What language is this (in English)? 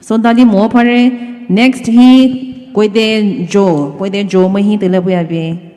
Poumei Naga